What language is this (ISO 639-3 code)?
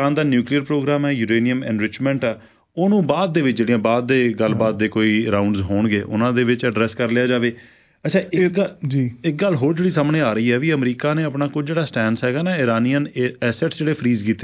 pan